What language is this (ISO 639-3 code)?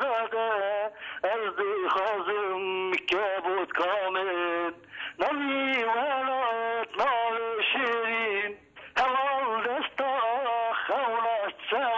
kur